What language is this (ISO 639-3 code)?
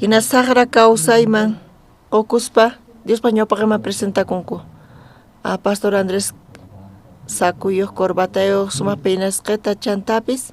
quh